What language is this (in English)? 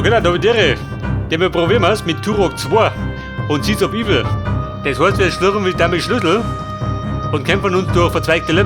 Bavarian